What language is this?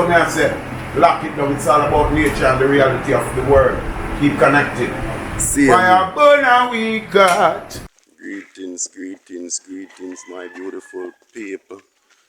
Jamaican Creole English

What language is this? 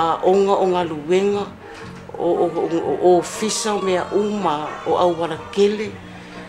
Samoan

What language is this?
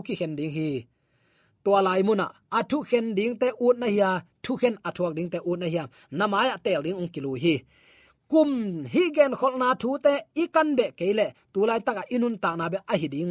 Tedim Chin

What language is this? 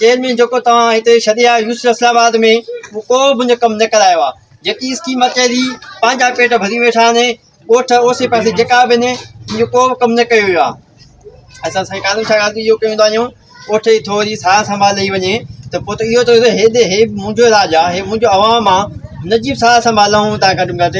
Sindhi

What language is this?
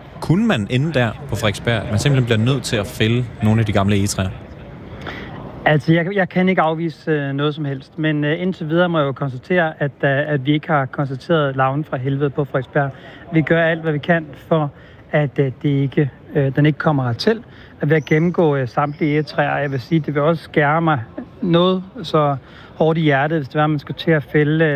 Danish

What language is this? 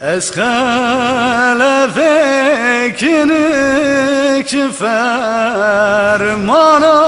Kurdish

